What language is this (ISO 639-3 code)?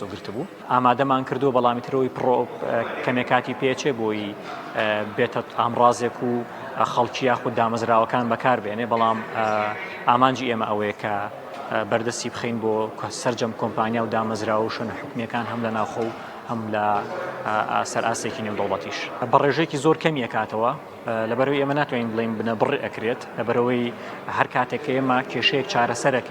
ckb